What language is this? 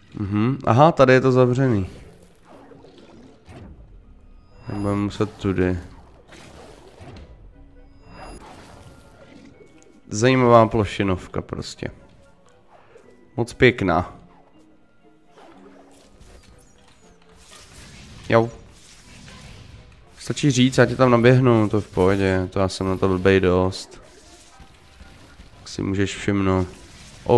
Czech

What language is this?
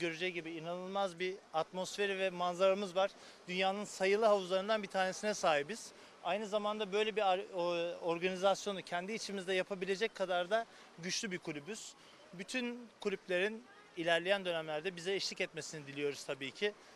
Turkish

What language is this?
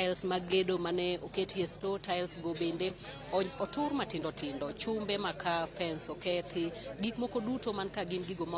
Luo (Kenya and Tanzania)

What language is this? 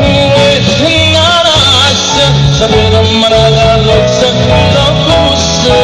Neapolitan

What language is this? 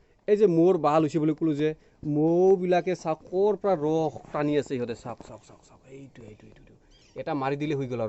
Assamese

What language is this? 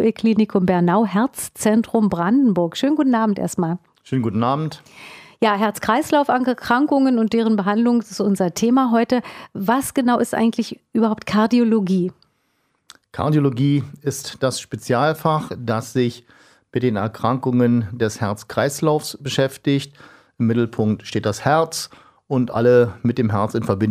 German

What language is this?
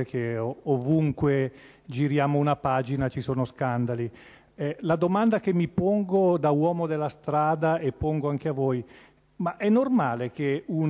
Italian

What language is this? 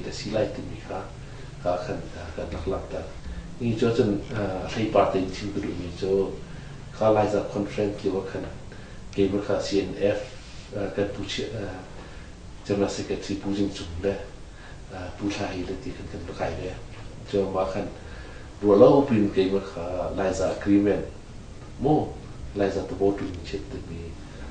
Hakha Chin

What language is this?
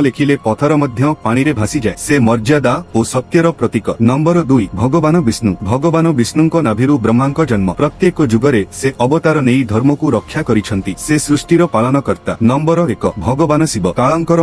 Odia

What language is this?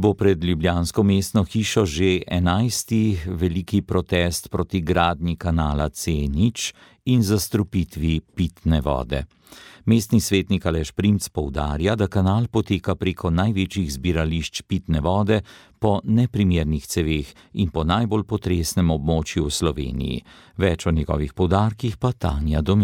Slovenian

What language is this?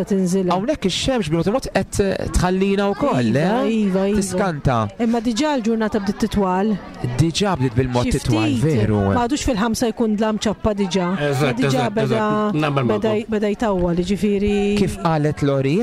Maltese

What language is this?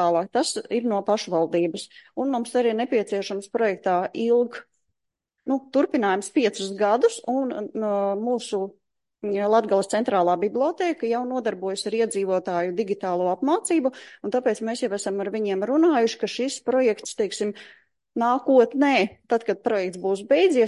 Latvian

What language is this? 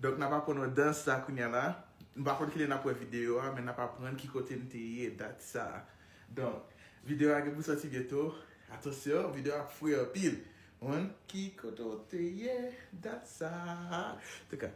Haitian Creole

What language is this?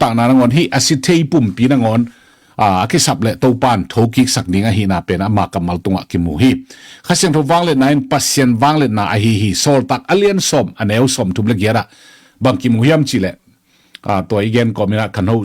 Tedim Chin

